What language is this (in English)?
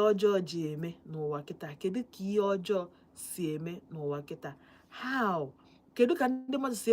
Igbo